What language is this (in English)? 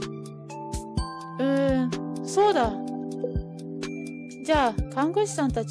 Japanese